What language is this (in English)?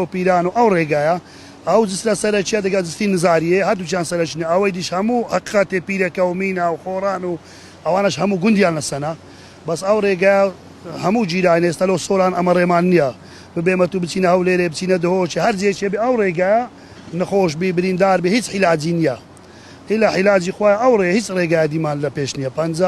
Central Kurdish